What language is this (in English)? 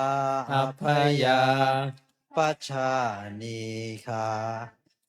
Pali